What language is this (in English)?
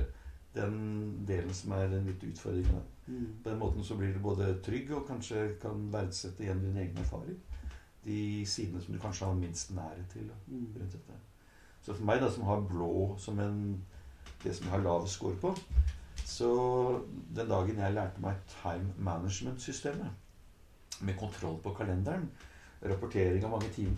Norwegian